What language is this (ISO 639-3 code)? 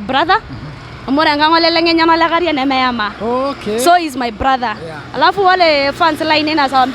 mas